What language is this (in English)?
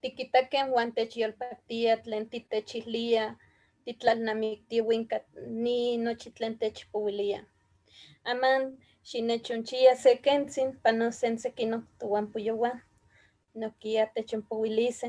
Eastern Huasteca Nahuatl